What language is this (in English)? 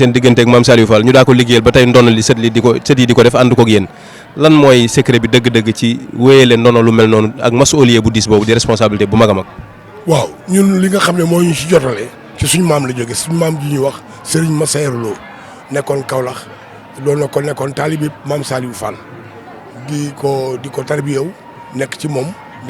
Wolof